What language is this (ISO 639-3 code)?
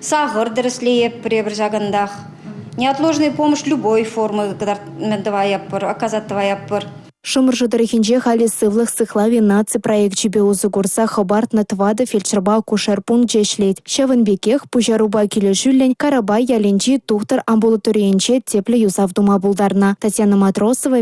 chv